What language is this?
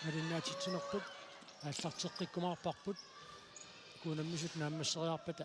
Kalaallisut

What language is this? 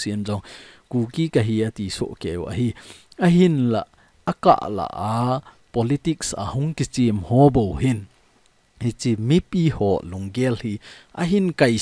Thado Chin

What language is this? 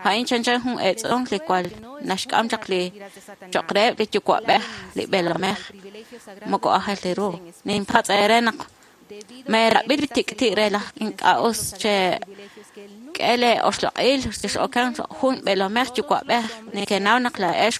Kekchí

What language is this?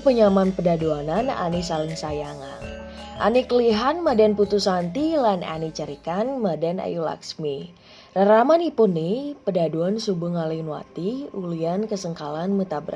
Balinese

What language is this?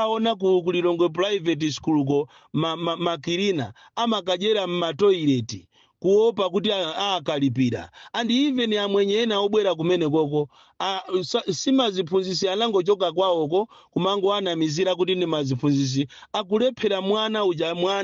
Nyanja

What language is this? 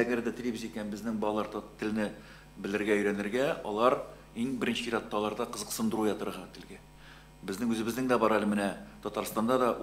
Tatar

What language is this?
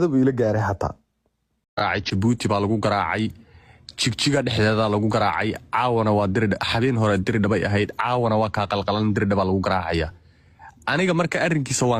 Somali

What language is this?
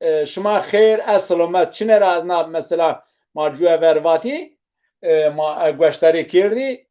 Zaza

